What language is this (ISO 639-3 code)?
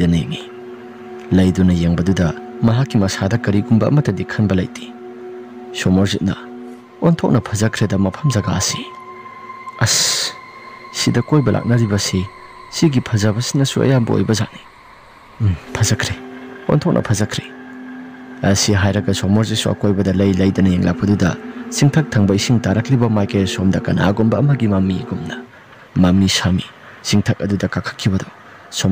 mni